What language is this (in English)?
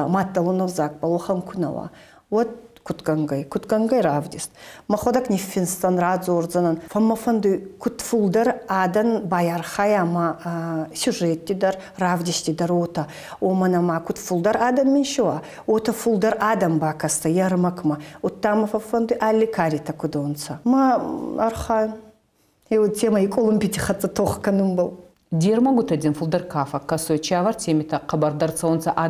Ossetic